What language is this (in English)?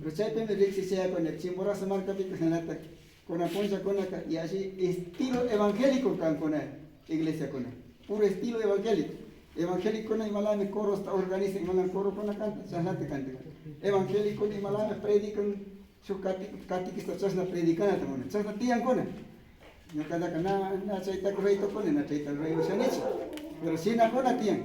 Imbabura Highland Quichua